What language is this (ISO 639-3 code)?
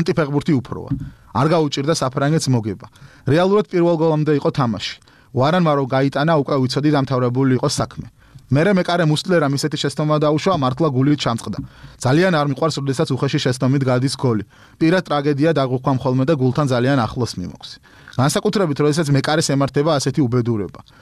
kat